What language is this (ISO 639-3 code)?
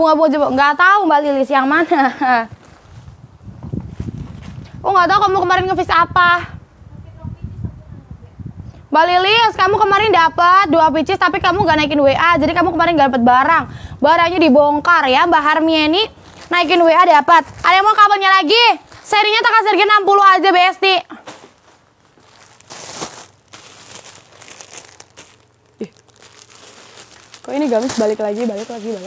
ind